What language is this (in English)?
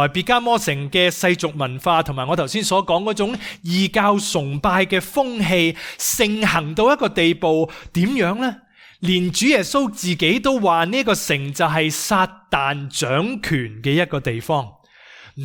Cantonese